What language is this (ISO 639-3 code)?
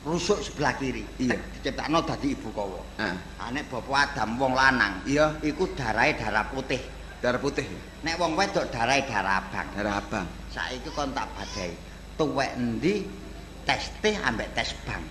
jav